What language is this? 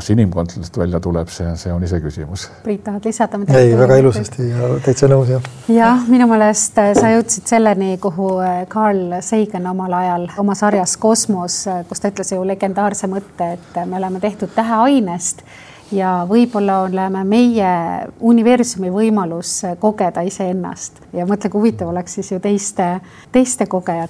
Estonian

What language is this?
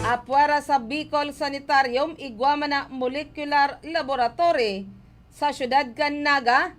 Bikol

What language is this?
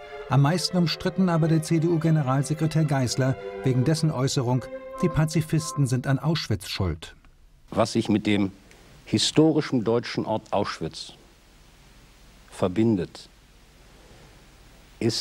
German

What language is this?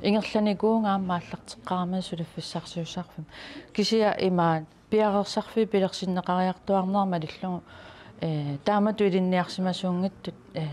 Kalaallisut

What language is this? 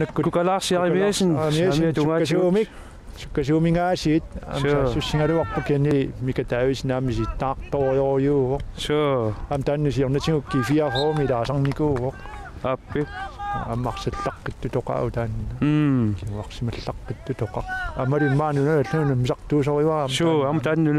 Kalaallisut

